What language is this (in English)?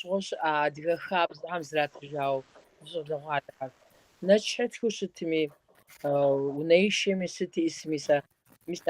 Kabardian